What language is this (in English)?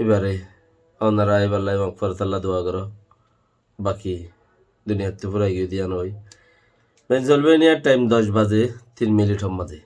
Rohingya